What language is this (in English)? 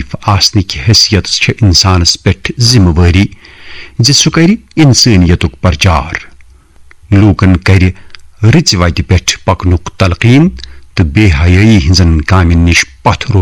Kashmiri